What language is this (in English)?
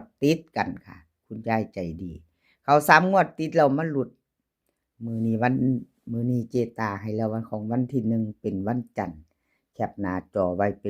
Northeastern Thai